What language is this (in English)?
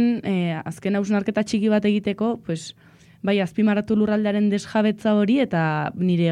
Basque